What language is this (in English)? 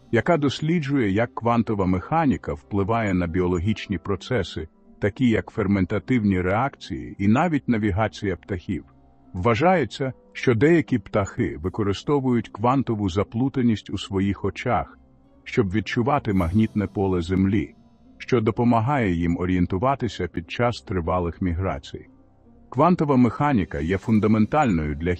Ukrainian